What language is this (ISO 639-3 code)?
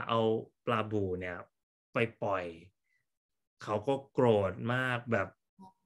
tha